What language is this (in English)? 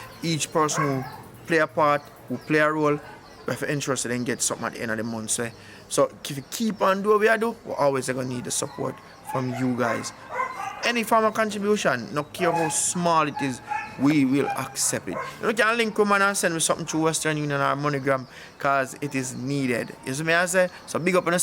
Jamaican Creole English